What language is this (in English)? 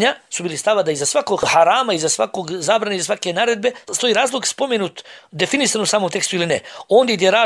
Bosnian